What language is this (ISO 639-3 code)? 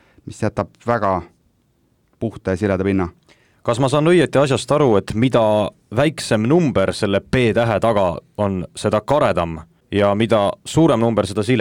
est